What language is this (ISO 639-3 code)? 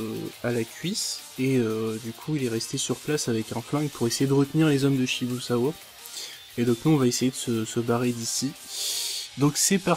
fra